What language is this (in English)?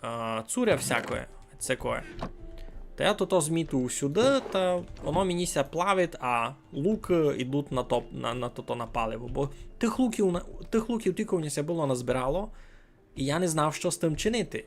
Rusyn